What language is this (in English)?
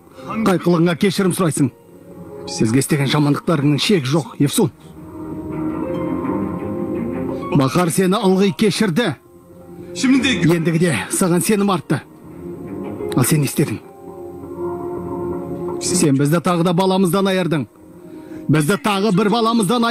Kazakh